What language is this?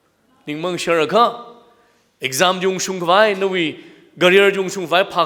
Tangkhul Naga (India)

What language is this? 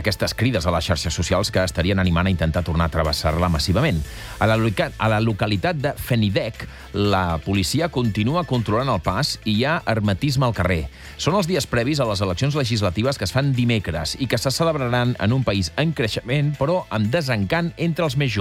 Catalan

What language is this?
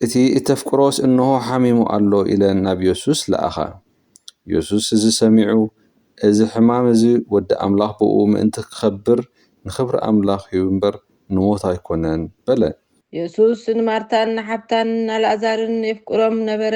Tigrinya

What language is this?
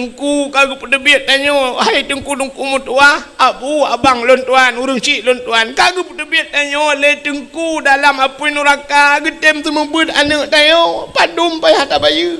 Achinese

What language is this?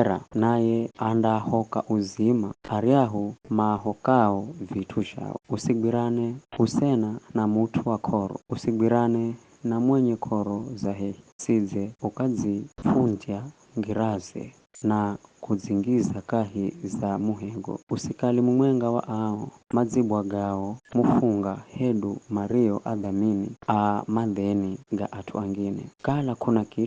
Giryama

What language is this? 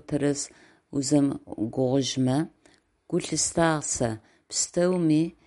Adyghe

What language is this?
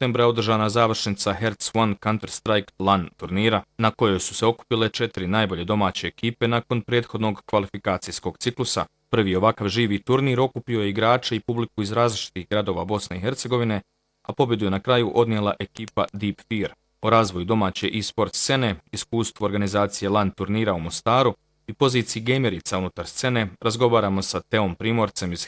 Croatian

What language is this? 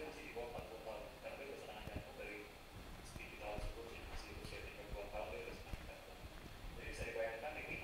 Indonesian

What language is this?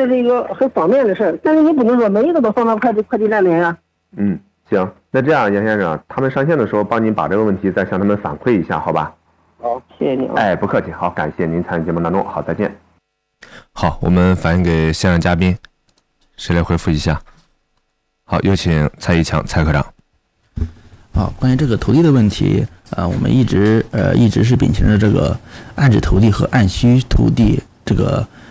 Chinese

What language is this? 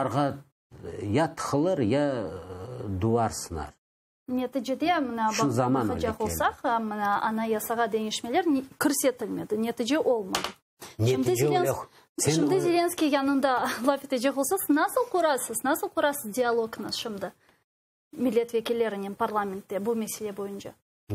Crimean Tatar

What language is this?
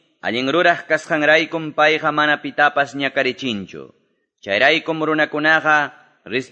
Ayacucho Quechua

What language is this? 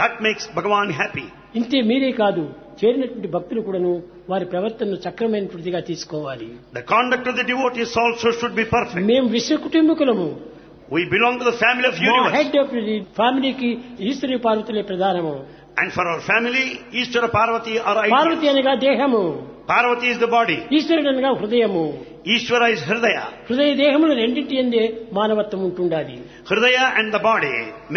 Telugu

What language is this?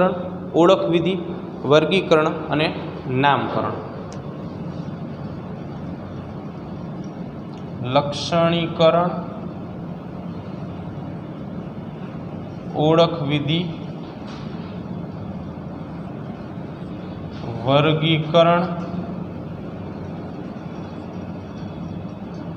Gujarati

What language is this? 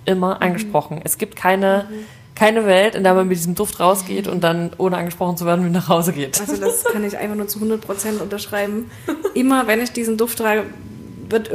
German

